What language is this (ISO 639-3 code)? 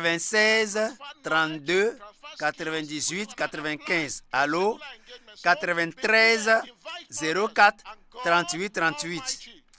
ewe